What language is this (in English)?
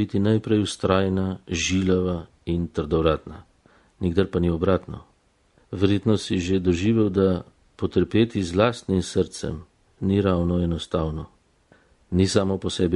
Slovenian